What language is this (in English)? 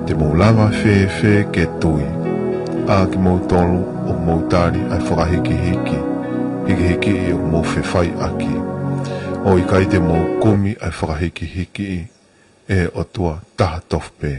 Tongan